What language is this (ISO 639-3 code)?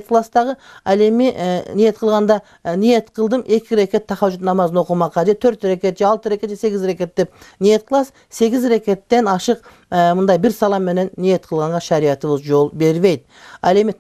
kir